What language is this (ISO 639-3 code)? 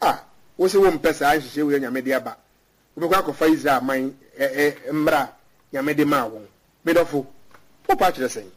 aka